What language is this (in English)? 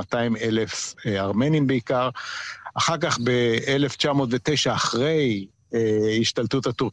Hebrew